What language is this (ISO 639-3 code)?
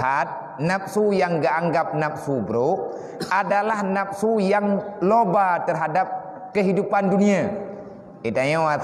ace